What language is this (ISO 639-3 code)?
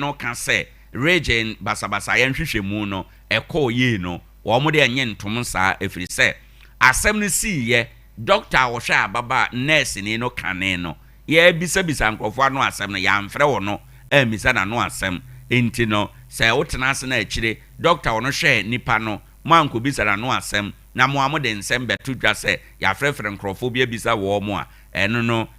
aka